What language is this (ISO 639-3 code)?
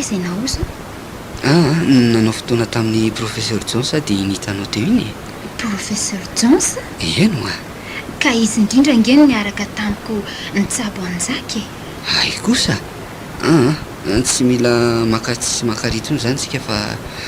mlg